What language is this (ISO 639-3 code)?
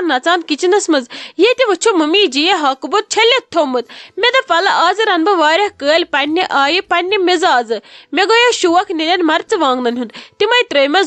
kas